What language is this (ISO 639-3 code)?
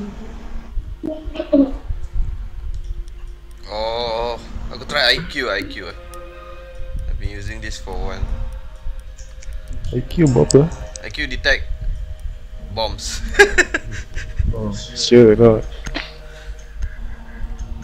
msa